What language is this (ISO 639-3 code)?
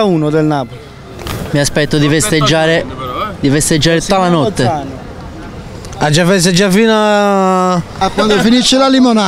ita